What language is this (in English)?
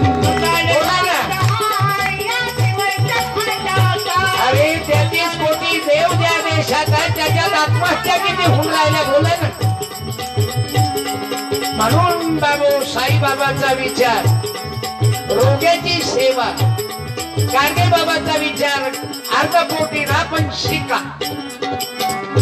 Marathi